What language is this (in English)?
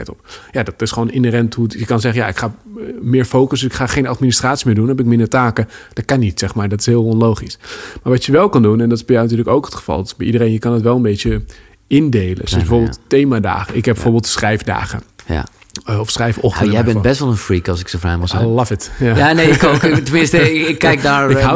Dutch